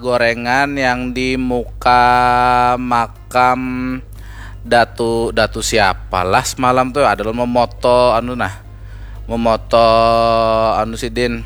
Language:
Banjar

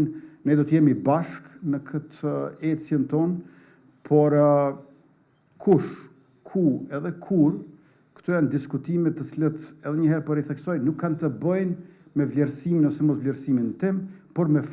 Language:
Albanian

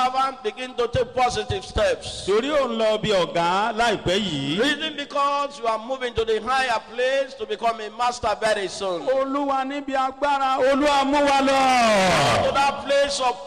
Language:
Yoruba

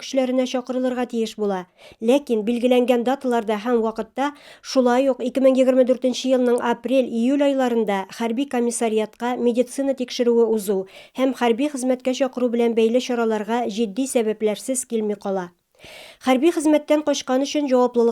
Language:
Tatar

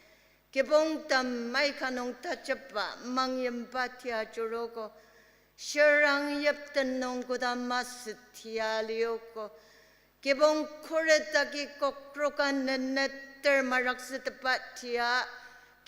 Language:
Ao Naga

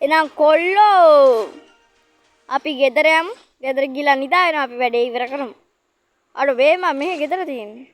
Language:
Sinhala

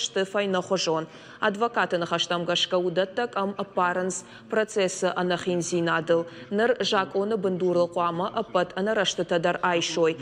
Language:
Ossetic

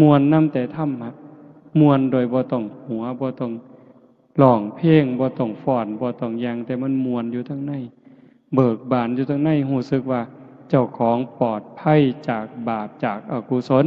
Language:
Northeastern Thai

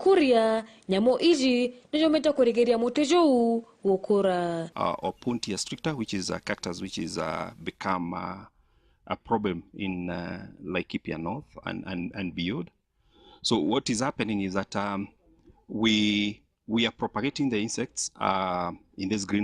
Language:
Meru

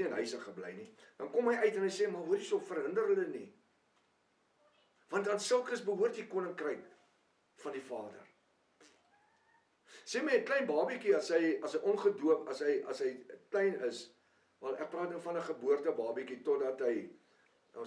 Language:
Afrikaans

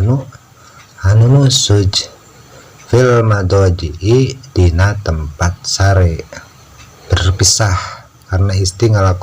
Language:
Sundanese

